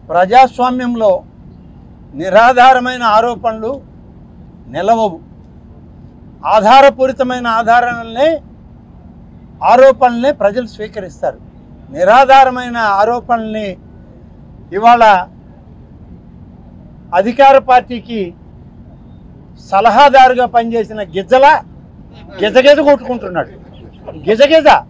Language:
Telugu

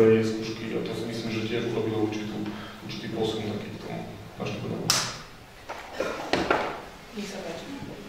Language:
Slovak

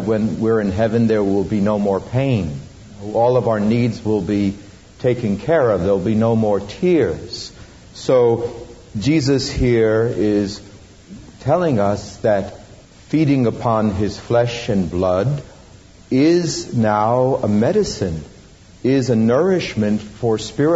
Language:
English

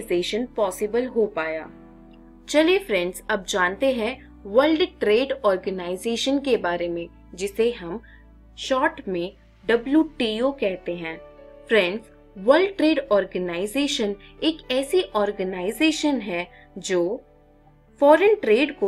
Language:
Hindi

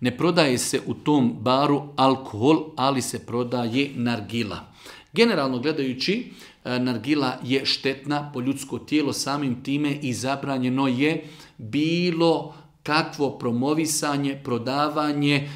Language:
Bosnian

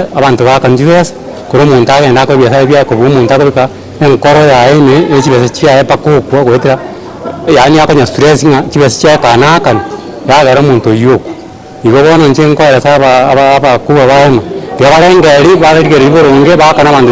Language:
Gusii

